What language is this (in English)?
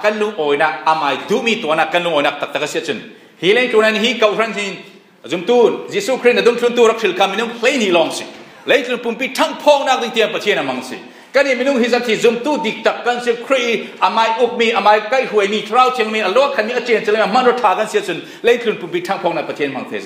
Falam Chin